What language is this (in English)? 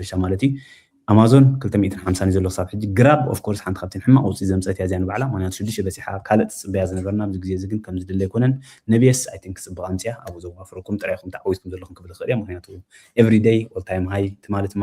Tigrinya